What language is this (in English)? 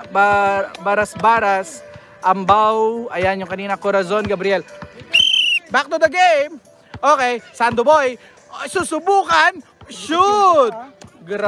Filipino